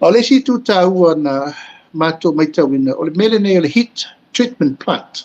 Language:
Samoan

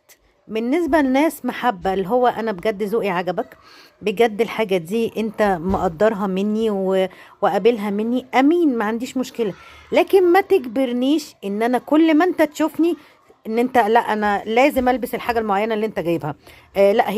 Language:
Egyptian Arabic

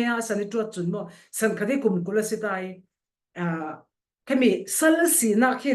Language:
Falam Chin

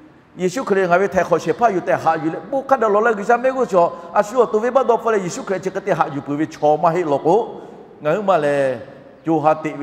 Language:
Lahu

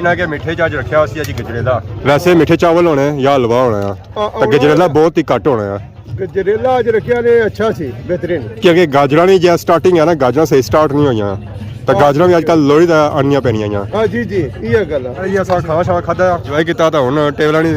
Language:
Pahari-Potwari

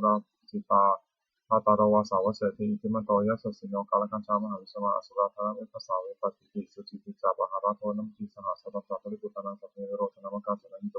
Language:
Pali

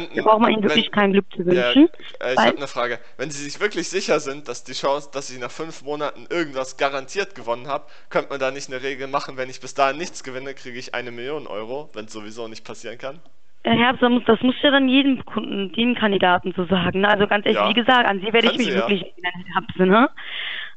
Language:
German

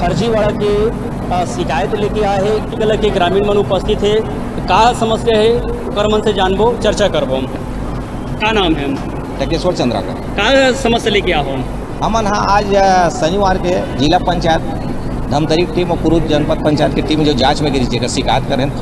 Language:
Chhattisgarhi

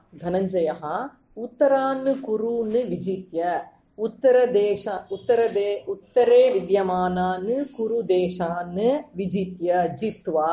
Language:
Sanskrit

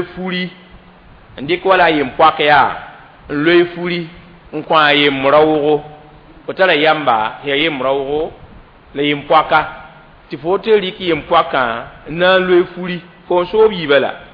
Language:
Mossi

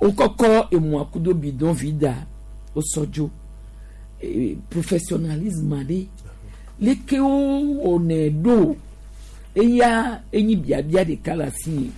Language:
Gen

